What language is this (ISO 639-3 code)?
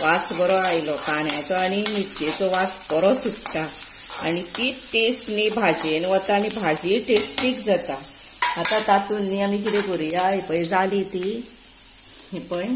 kok